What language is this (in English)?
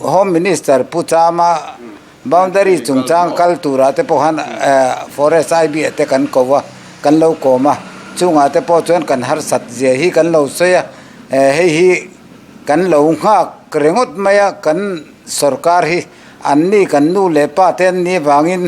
Mizo